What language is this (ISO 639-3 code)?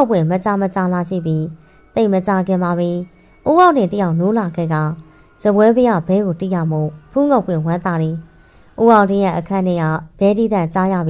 mya